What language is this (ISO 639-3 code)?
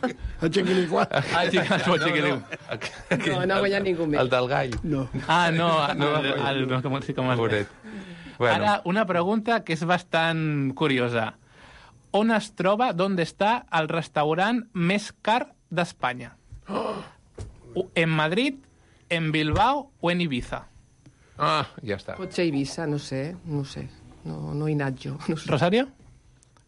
cat